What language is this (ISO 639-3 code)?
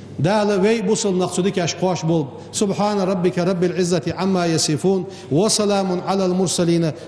inh